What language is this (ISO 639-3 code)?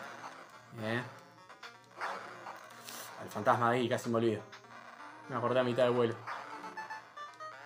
spa